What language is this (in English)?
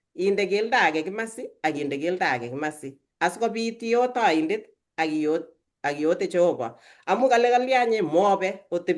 Kalenjin